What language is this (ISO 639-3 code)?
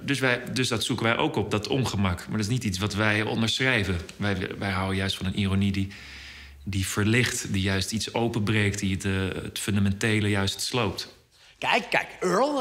nld